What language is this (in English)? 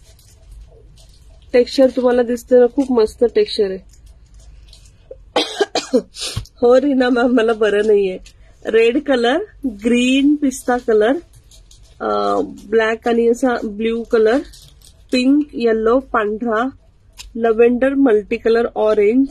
Marathi